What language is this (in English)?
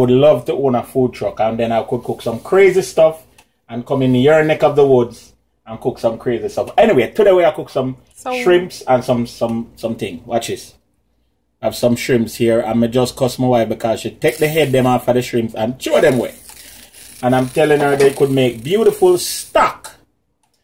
Jamaican Creole English